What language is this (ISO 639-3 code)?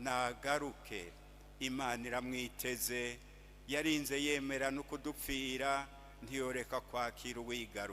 run